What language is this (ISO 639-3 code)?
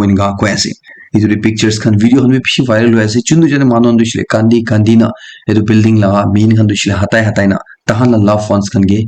nag